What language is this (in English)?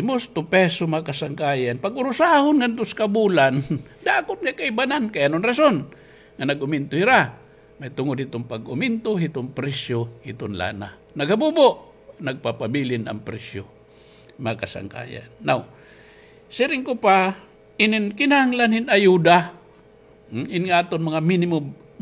Waray